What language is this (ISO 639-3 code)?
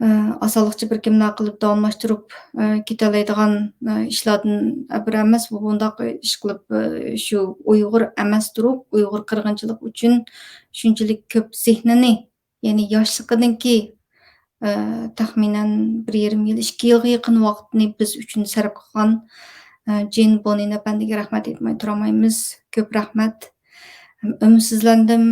uig